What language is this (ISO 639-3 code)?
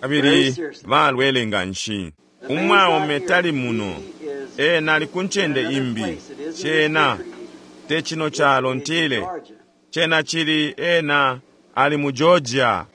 bem